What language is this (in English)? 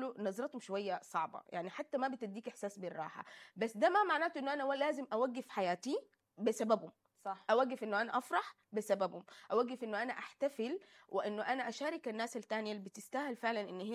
Sudanese Arabic